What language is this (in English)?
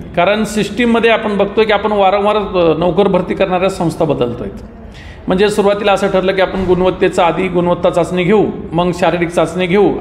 Marathi